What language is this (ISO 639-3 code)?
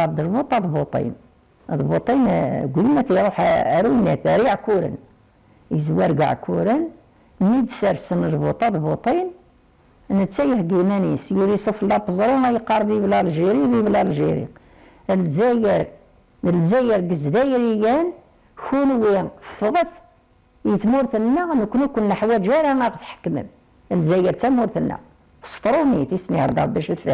kab